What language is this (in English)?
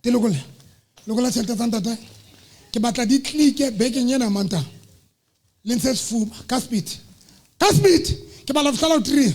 Southern Sotho